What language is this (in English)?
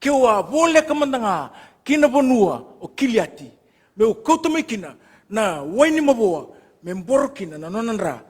Fijian